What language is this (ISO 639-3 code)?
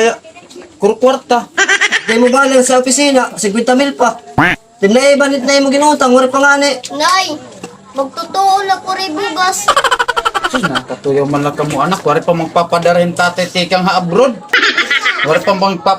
war